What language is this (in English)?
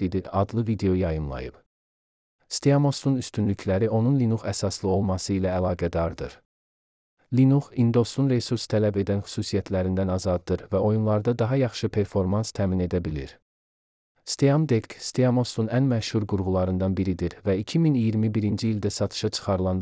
Azerbaijani